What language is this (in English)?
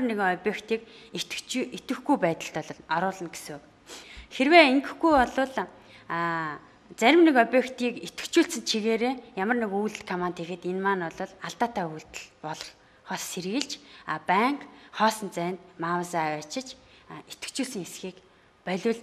Mongolian